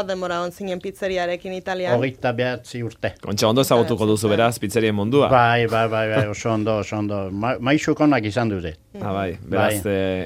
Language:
Basque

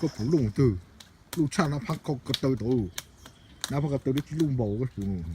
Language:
Hmong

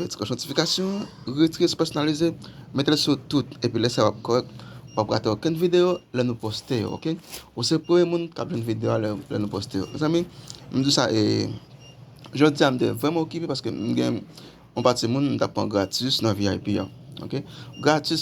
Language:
Haitian Creole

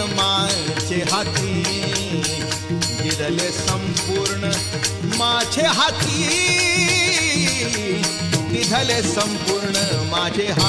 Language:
Marathi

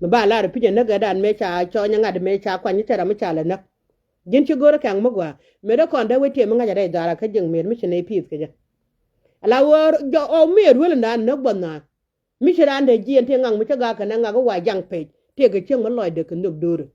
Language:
Nuer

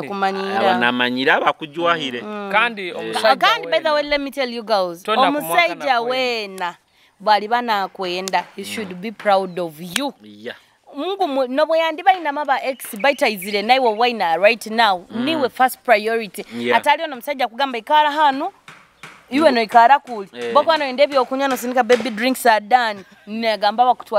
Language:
Nyoro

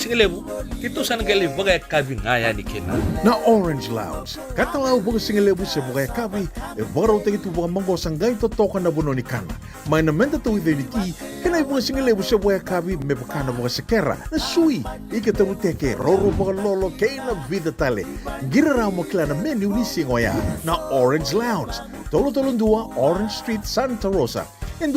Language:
Fijian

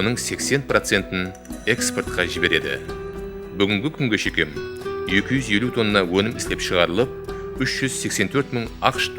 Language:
Kara-Kalpak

